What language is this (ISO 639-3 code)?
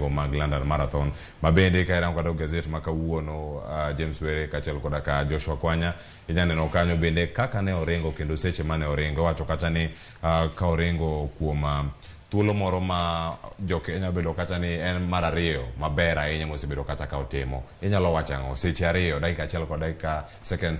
luo